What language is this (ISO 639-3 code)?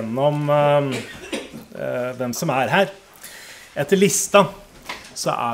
nor